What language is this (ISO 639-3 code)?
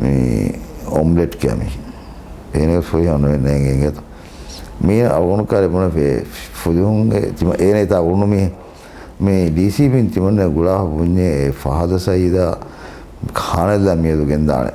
div